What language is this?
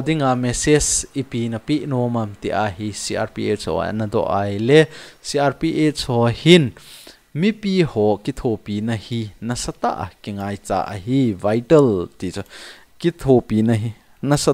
Thado Chin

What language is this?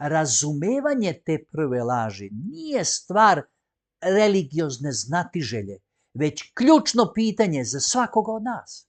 Macedonian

